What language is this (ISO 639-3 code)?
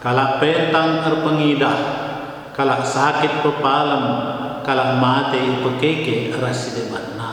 btx